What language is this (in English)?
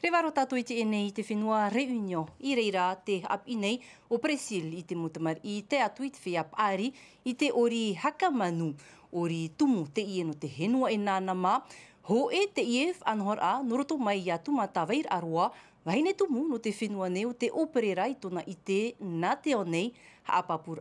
Tahitian